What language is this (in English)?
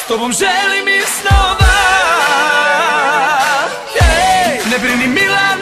Serbian